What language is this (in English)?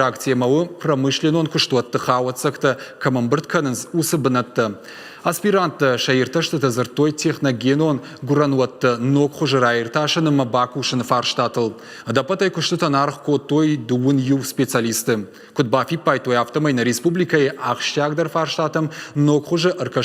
Ossetic